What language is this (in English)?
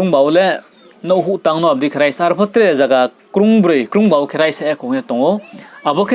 Riang (India)